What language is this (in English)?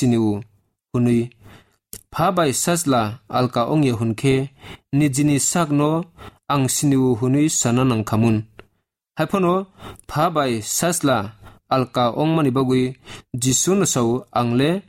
Kok Borok